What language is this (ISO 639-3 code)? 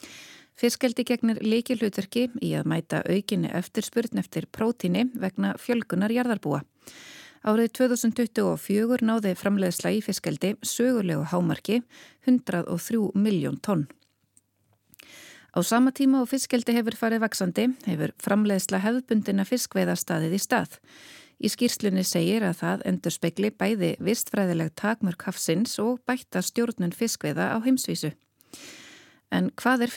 isl